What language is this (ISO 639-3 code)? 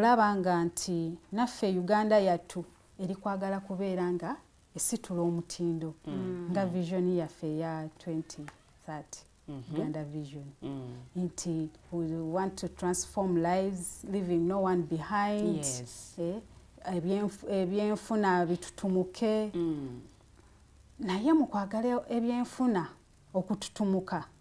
lug